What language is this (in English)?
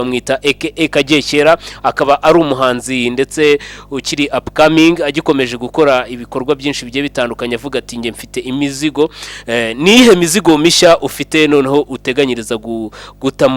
Kinyarwanda